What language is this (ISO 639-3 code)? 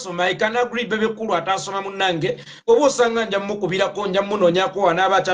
lug